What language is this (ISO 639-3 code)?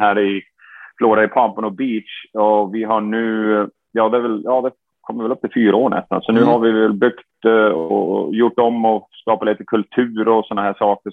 swe